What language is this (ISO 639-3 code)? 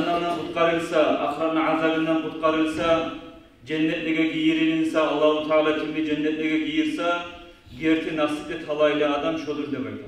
kum